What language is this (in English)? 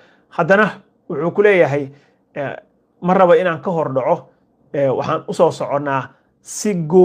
Somali